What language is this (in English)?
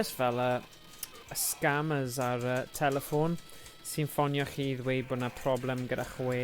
Welsh